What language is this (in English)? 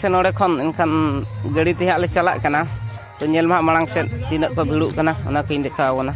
Santali